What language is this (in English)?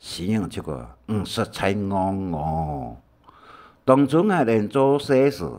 Hakka Chinese